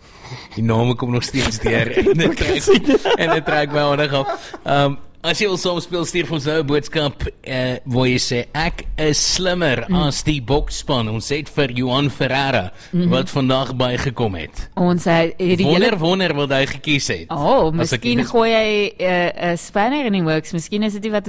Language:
Afrikaans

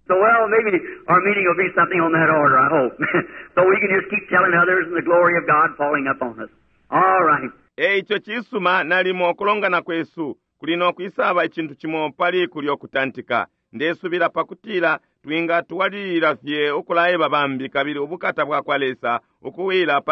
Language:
Bemba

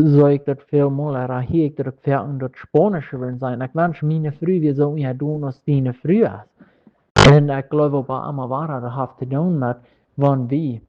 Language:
Plautdietsch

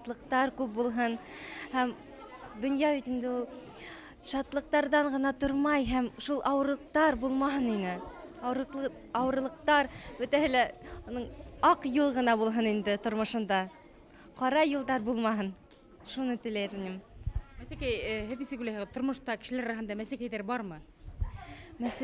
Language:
Bashkir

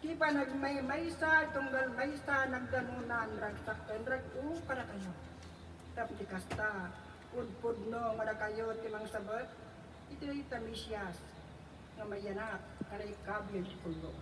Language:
Iloko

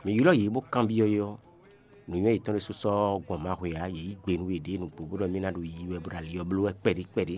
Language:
Fon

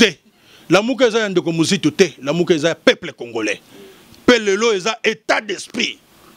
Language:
Lingala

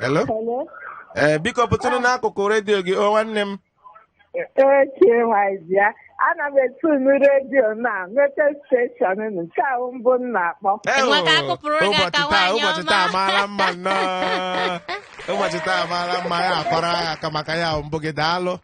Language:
Igbo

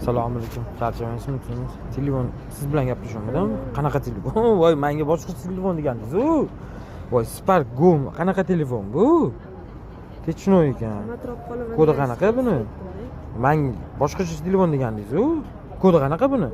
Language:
Uzbek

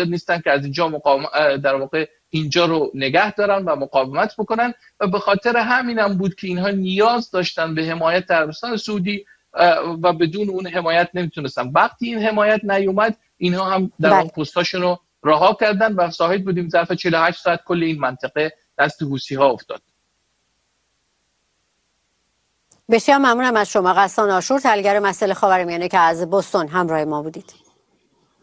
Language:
Persian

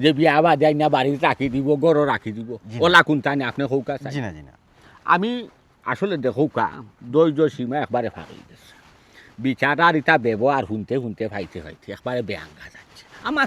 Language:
Sylheti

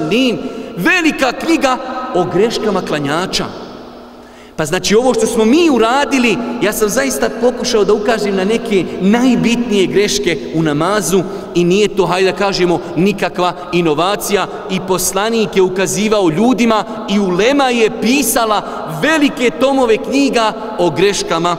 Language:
Bosnian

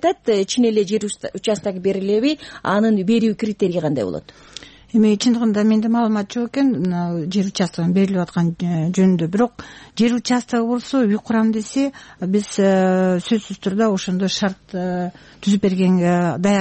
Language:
Kyrgyz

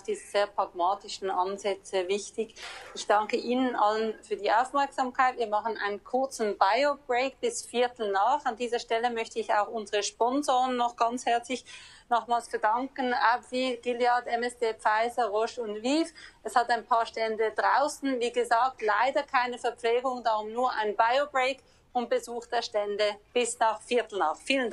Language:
German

